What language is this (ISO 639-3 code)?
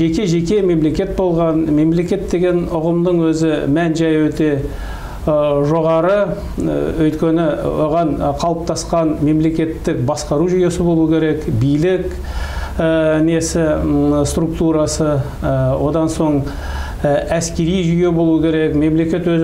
kaz